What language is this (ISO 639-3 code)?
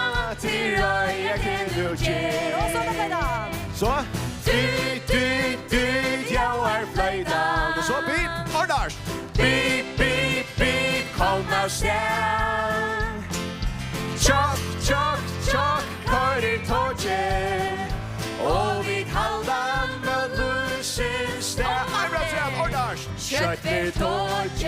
fao